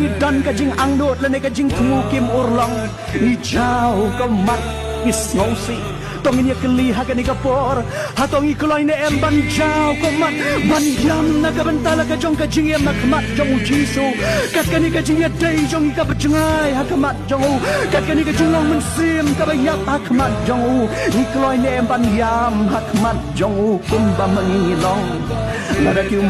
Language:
Khasi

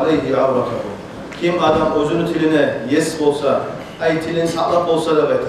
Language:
Kumyk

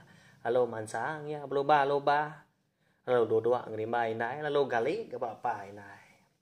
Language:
Iban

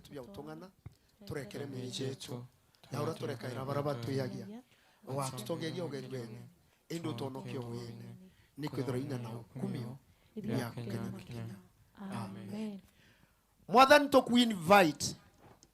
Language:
Meru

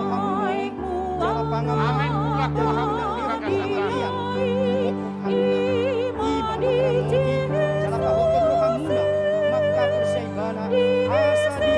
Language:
Batak Toba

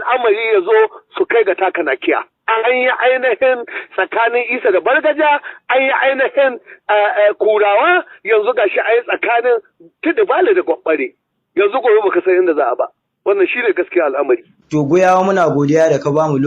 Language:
Hausa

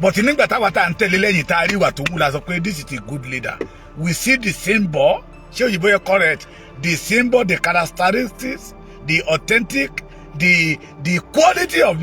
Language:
Yoruba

